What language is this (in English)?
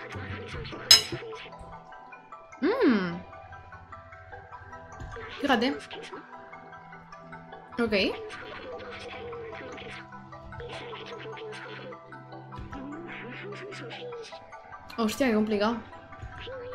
Spanish